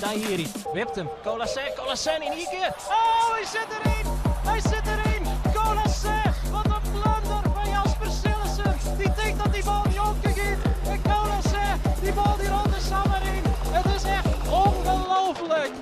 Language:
Western Frisian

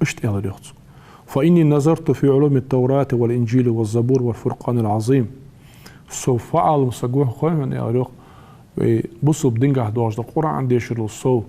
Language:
Ingush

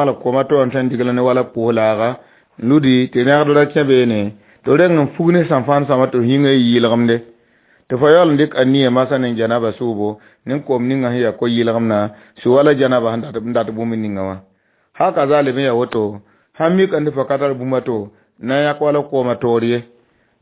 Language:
Mossi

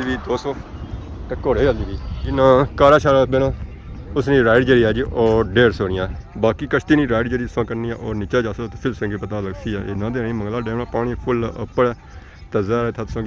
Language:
Pahari-Potwari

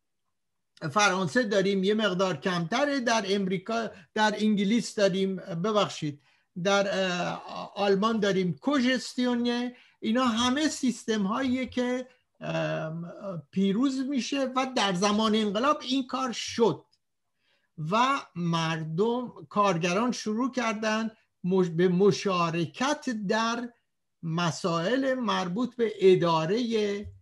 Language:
Persian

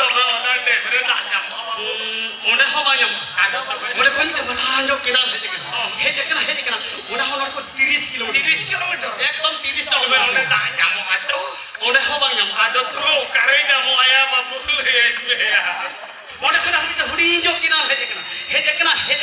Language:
Santali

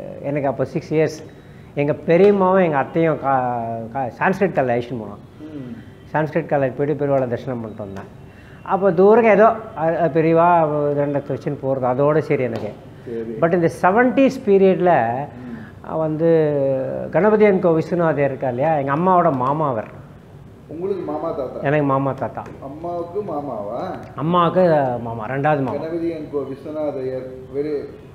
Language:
Tamil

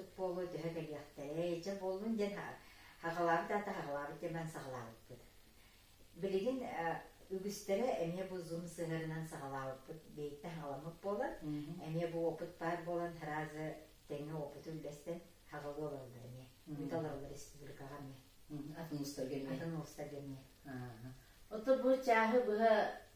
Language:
Yakut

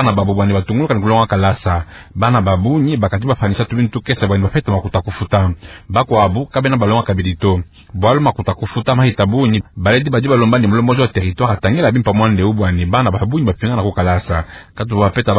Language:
Luba-Lulua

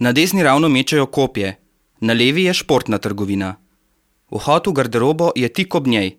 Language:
Slovenian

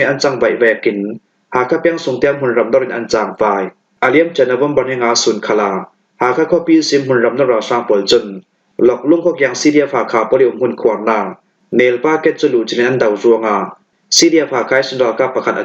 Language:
Falam Chin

